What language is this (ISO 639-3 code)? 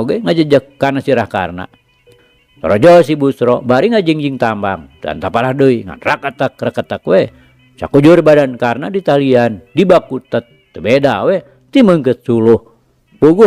sun